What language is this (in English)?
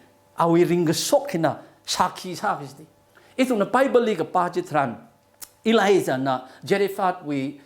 Tangkhul Naga (India)